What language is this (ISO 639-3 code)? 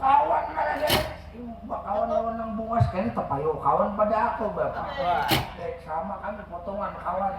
bjn